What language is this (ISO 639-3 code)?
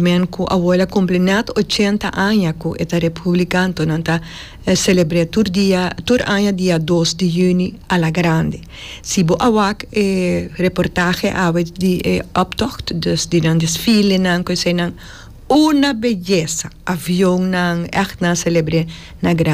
pap